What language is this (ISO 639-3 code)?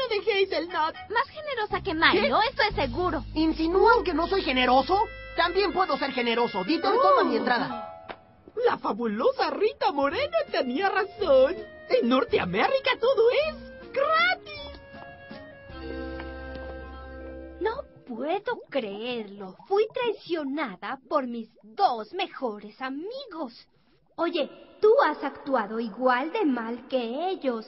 spa